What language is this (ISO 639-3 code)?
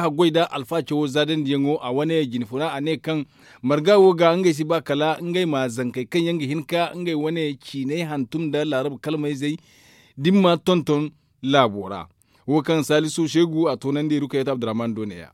dje